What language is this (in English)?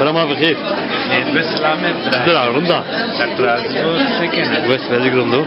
Zaza